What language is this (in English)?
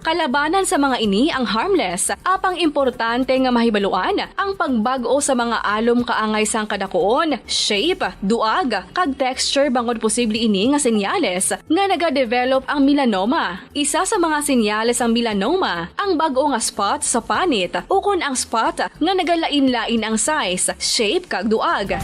Hiligaynon